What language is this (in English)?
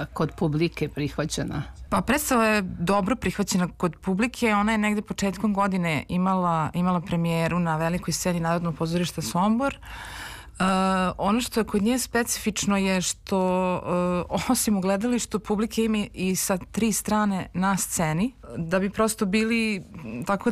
Serbian